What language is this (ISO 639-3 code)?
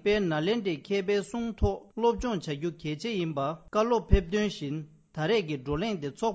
bod